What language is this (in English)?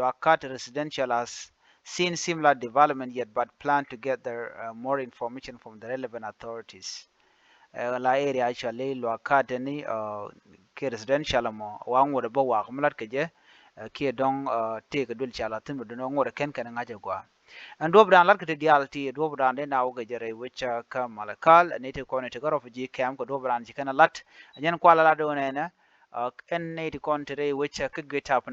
Nuer